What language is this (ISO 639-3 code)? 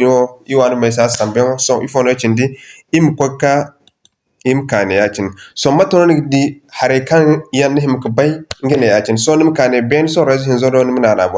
dje